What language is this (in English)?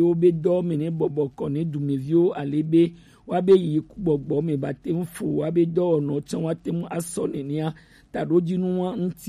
Gen